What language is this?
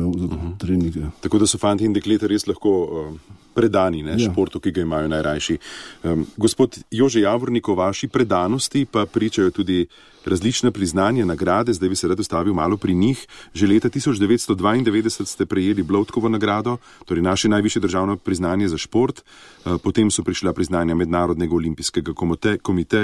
Slovenian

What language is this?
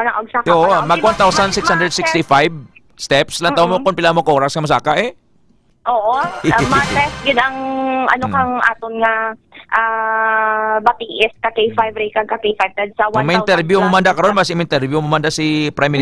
Hiligaynon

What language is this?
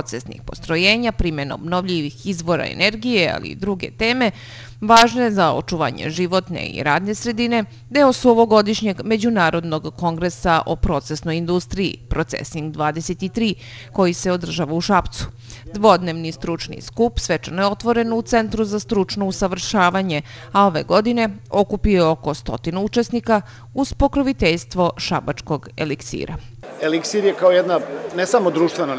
Serbian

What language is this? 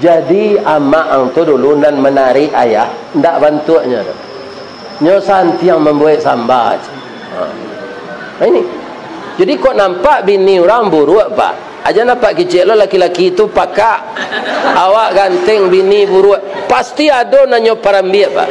Minangkabau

